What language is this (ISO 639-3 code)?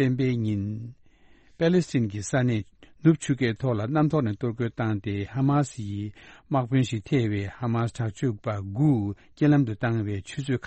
bod